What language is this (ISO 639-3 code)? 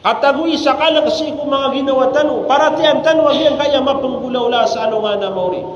mrw